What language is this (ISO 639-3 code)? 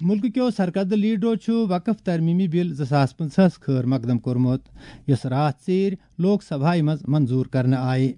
kas